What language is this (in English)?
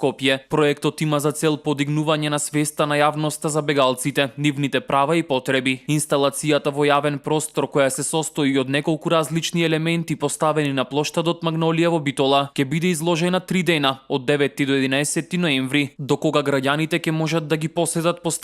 Macedonian